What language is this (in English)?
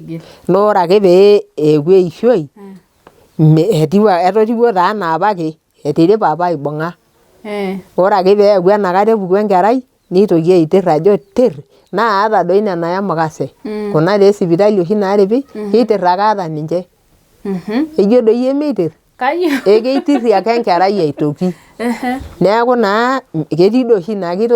Masai